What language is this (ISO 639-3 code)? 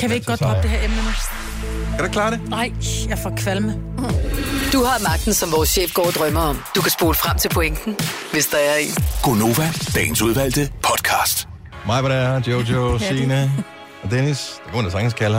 dan